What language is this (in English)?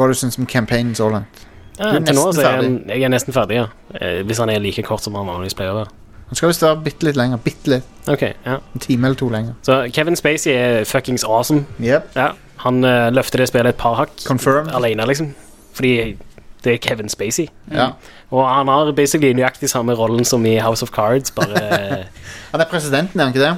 Norwegian